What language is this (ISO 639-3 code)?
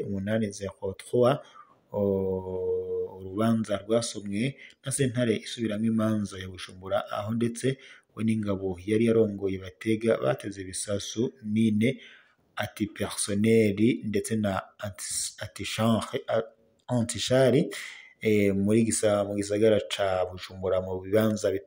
run